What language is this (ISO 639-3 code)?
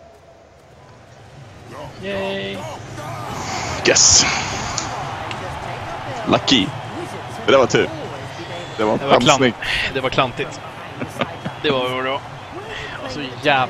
swe